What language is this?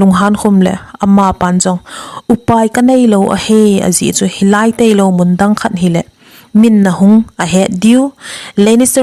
Thado Chin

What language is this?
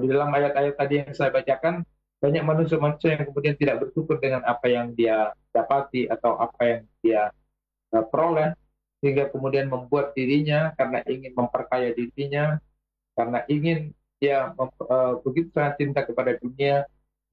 Indonesian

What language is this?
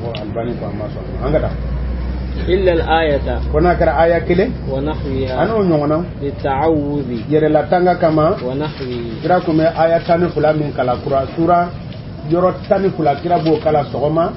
Bambara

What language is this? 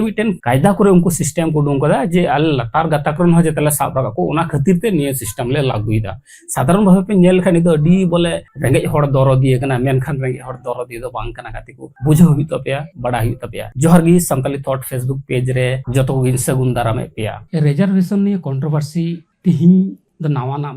Santali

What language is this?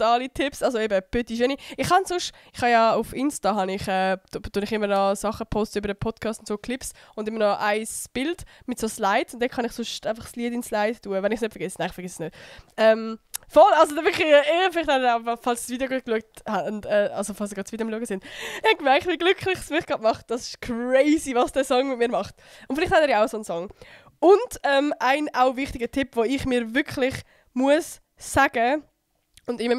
Swiss German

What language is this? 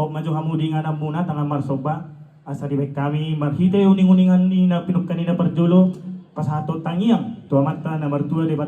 Batak Toba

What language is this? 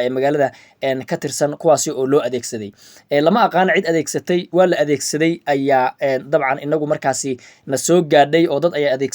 Somali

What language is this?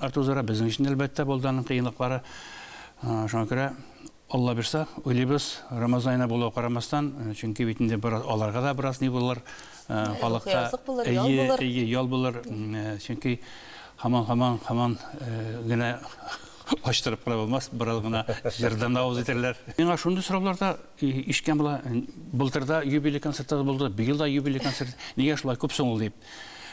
Tatar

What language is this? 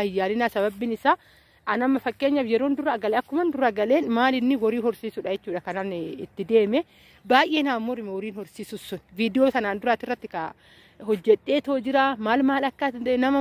Oromo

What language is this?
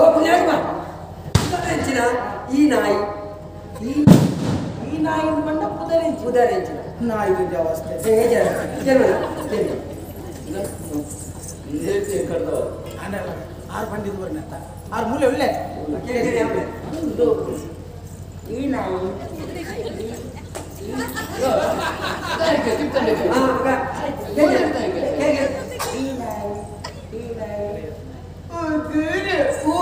Tulu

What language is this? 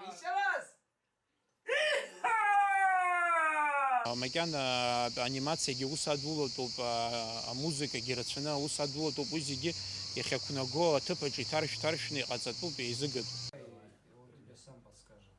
Abkhazian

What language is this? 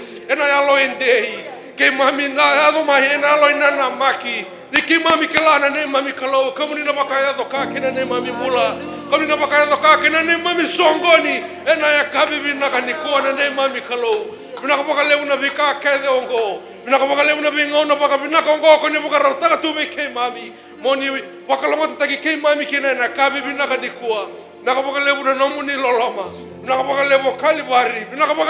Fijian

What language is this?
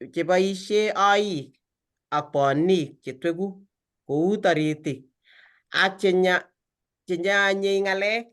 Kalenjin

